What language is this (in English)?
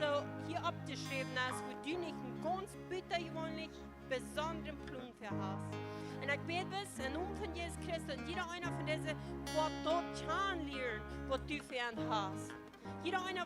Plautdietsch